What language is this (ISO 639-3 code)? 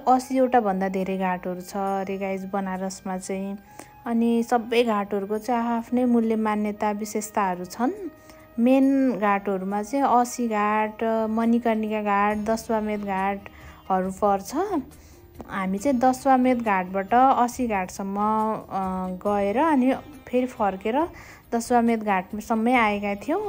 nep